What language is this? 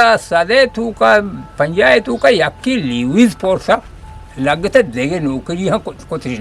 Eastern Balochi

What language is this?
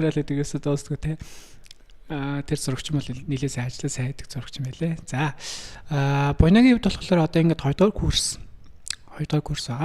Mongolian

